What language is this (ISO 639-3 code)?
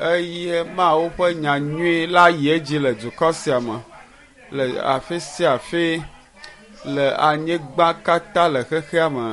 ewe